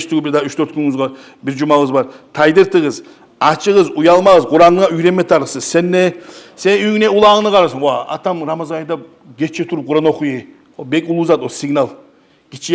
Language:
Kumyk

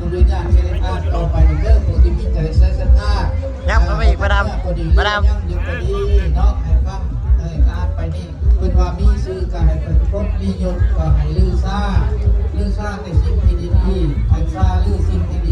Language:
Northeastern Thai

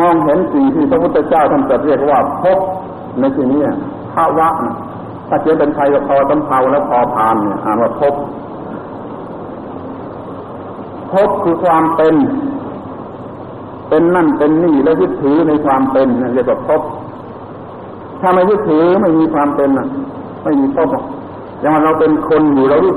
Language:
Thai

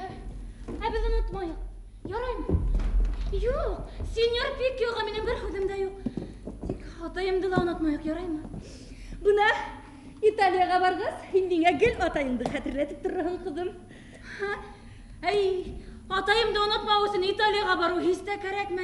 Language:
Bashkir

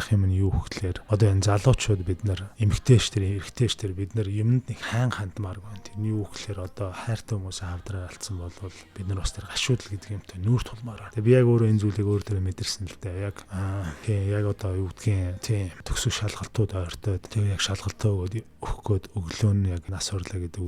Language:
Mongolian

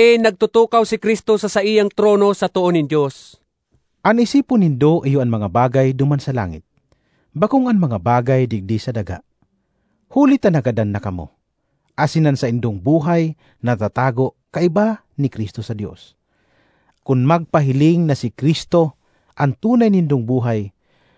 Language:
Bikol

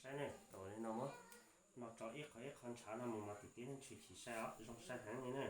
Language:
Hmong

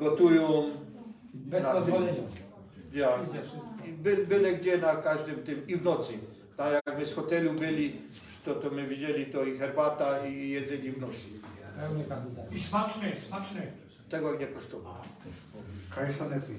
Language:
Silesian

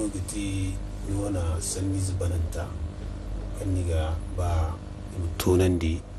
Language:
Zarma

